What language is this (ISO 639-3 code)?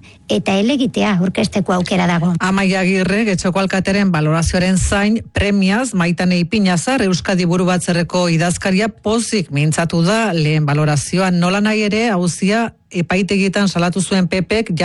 eus